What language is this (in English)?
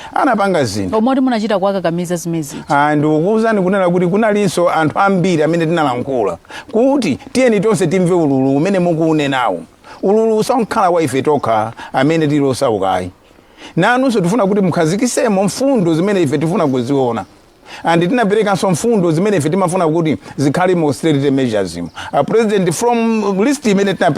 Nyanja